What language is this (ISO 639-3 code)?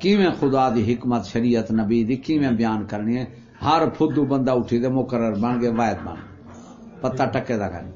skr